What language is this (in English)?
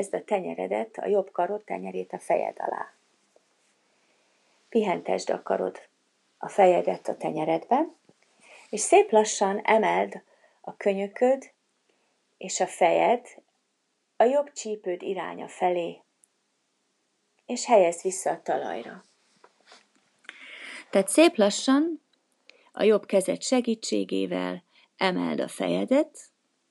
Hungarian